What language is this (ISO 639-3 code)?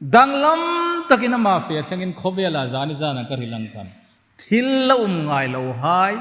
hmr